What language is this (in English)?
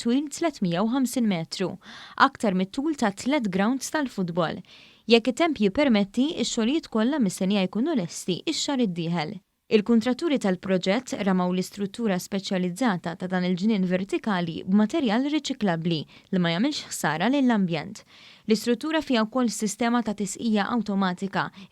Maltese